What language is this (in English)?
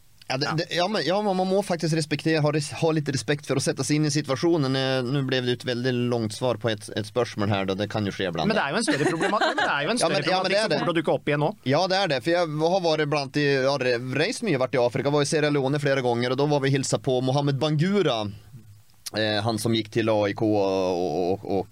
Norwegian